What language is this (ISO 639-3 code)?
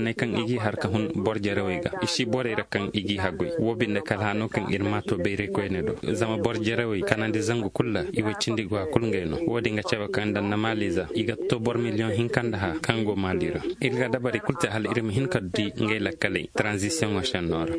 ses